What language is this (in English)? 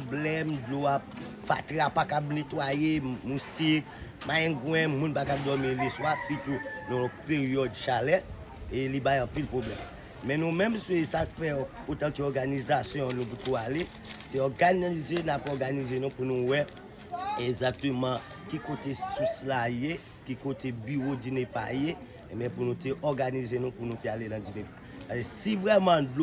Haitian Creole